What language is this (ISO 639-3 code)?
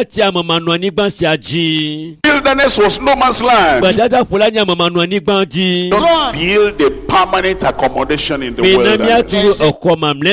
ewe